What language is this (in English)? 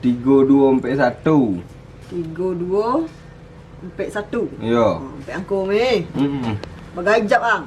Minangkabau